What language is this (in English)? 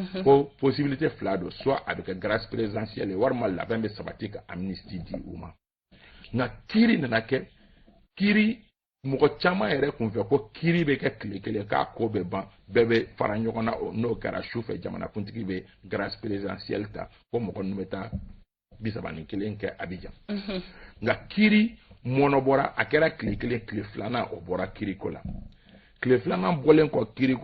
Bambara